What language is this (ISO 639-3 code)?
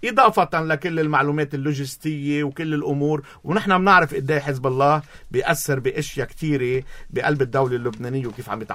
apc